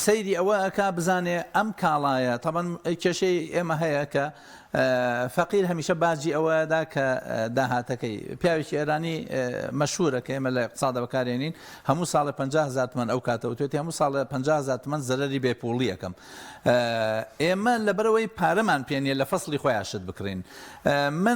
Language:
Central Kurdish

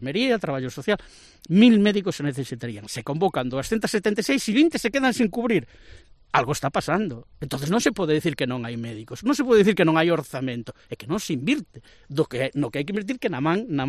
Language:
Galician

